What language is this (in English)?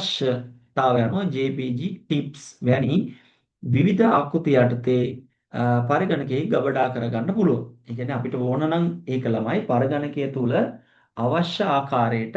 Sinhala